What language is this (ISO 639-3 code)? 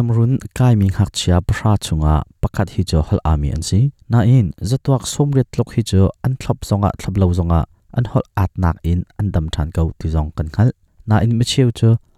cnh